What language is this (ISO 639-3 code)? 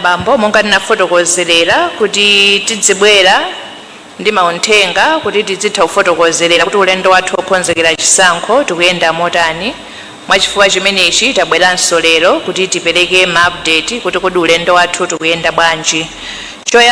nya